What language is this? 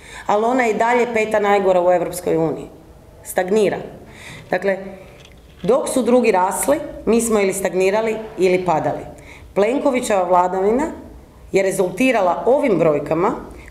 Croatian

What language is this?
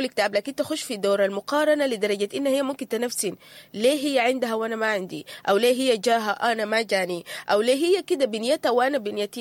Sudanese Arabic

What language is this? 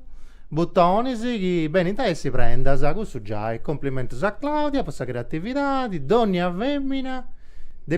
Sardinian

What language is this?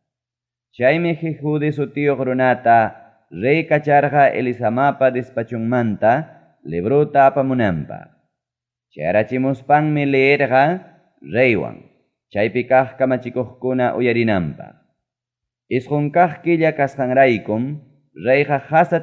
Ayacucho Quechua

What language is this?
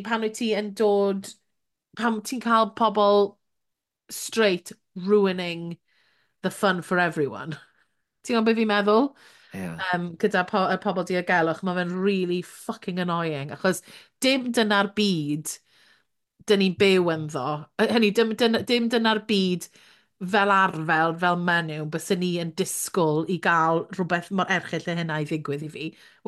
Welsh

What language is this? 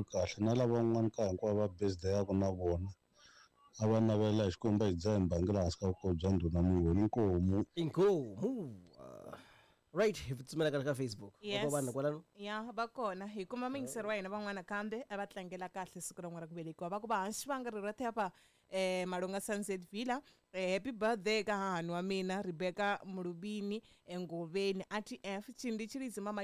Tsonga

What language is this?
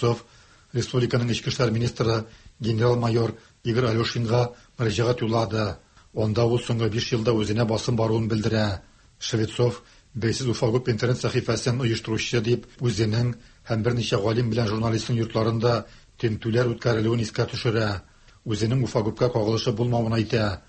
Tatar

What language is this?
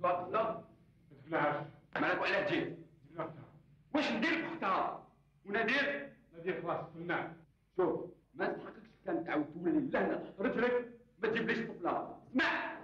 Algerian Arabic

